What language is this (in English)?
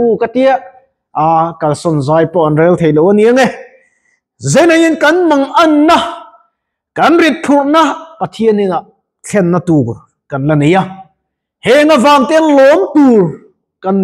Mizo